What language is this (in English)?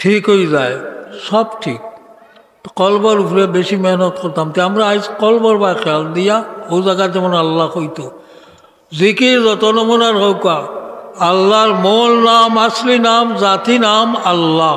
Sylheti